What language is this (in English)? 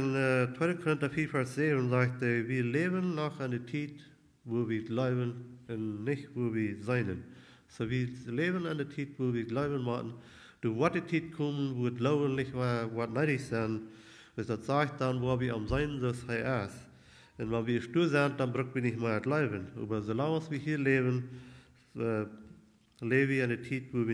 Plautdietsch